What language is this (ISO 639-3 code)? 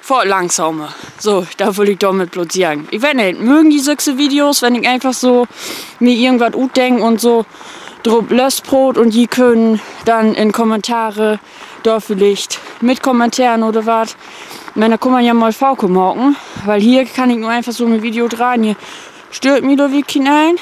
nds